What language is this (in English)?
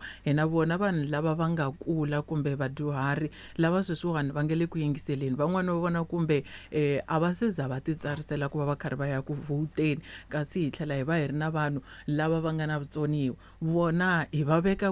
Tsonga